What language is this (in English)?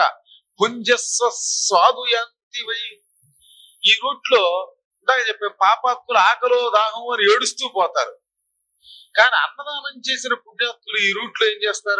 Telugu